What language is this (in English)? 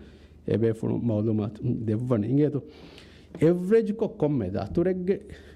Divehi